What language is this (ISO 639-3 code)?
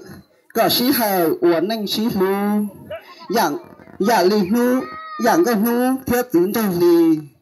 hmn